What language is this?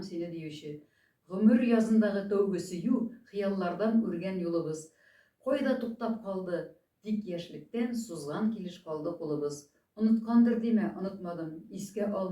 Tatar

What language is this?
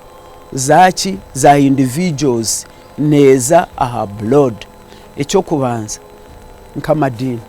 Nyankole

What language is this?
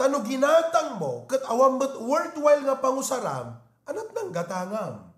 Iloko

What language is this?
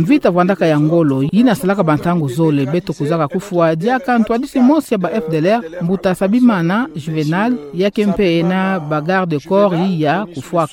Kituba (Democratic Republic of Congo)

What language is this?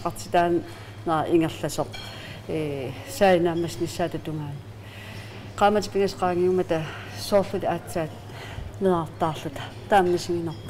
Kalaallisut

